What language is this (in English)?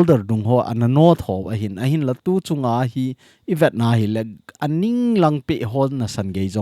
Thado Chin